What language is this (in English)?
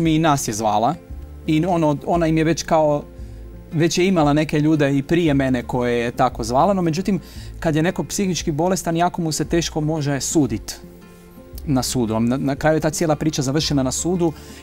Croatian